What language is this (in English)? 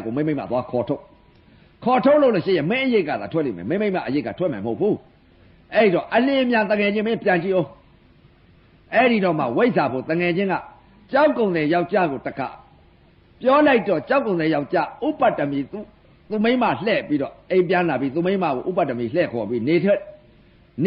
Burmese